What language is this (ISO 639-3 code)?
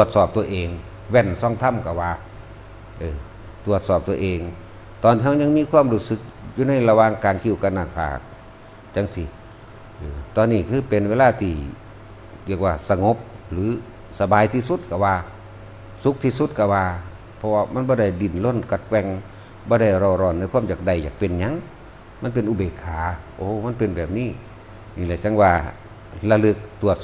tts